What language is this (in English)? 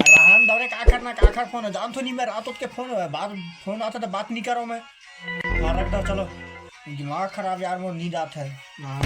Chhattisgarhi